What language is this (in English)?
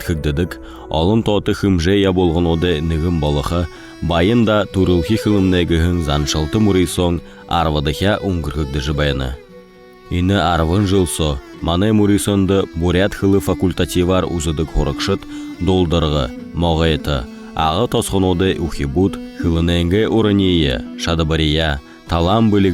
Buriat